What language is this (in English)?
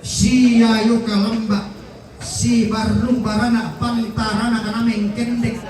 Toraja-Sa'dan